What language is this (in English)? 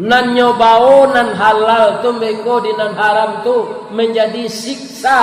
Minangkabau